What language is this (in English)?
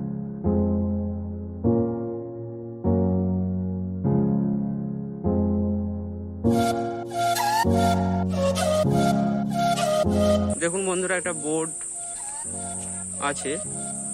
Bangla